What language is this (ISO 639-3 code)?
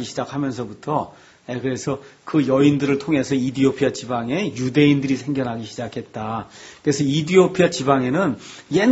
kor